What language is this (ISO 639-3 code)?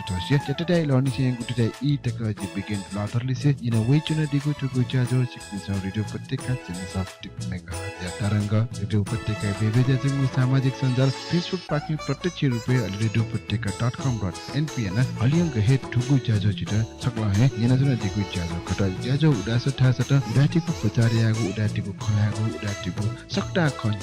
new